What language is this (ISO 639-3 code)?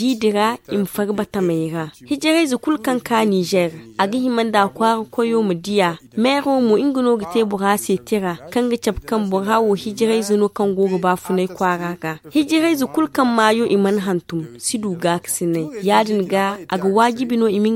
dje